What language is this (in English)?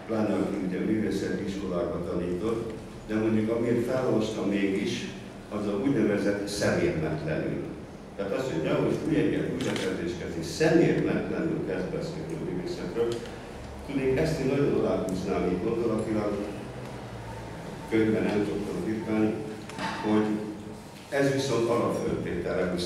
Hungarian